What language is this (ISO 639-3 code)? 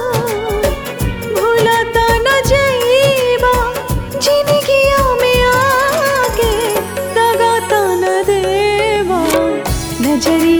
bho